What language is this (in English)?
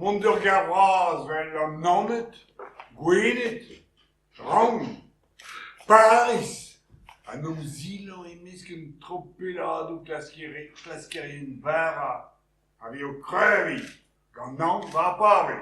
Breton